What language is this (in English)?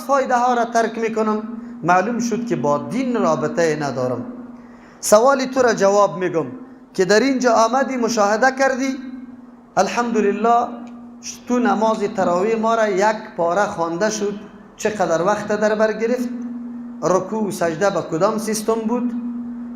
Persian